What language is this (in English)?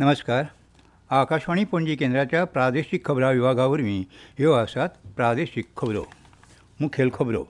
Konkani